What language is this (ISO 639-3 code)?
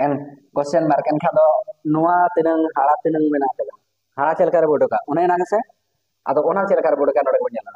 sat